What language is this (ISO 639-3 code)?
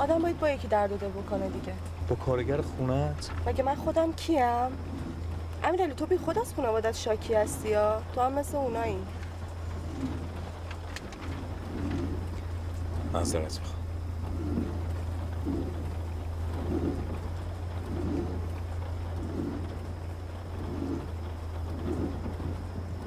fas